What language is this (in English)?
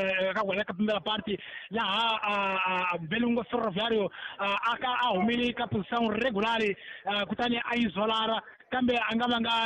Tsonga